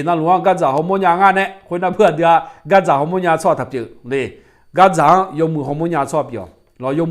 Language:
Akha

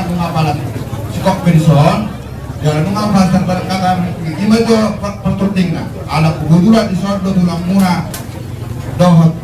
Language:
Batak Toba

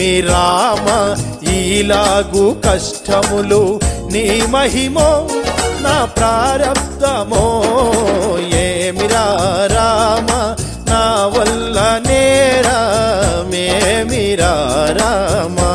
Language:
Telugu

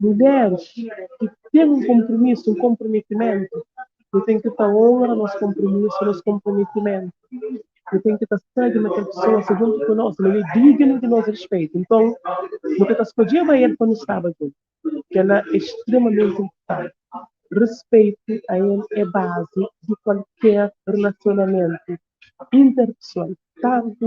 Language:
Kabuverdianu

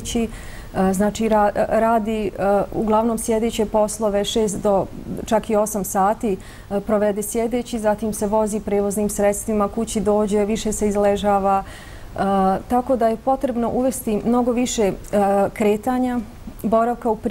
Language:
Bosnian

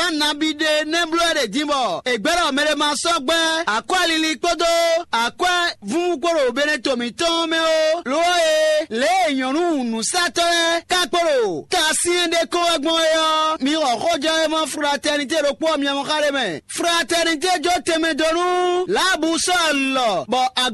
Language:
Fon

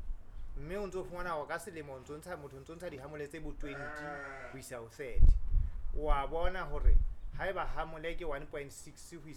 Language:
Southern Sotho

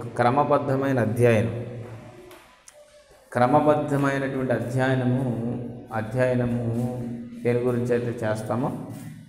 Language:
Telugu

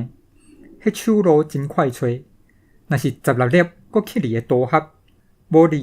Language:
Min Nan Chinese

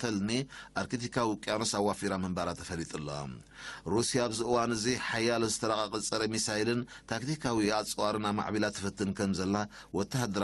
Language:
Tigrinya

